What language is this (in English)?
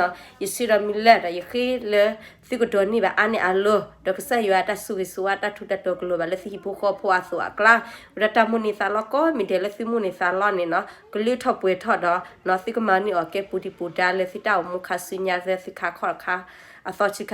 S'gaw Karen